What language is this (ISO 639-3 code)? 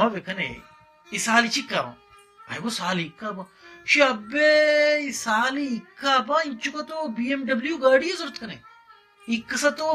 bal